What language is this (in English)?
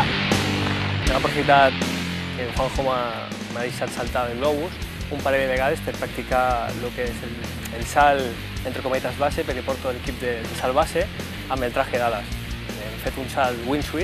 Catalan